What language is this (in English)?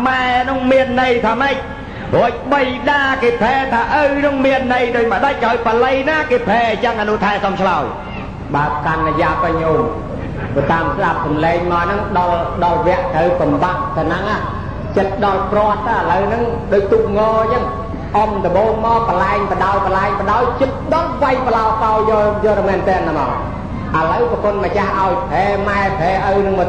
Khmer